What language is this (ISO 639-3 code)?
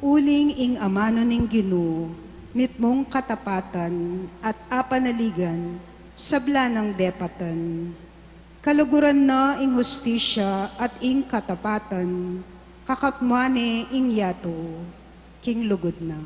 pam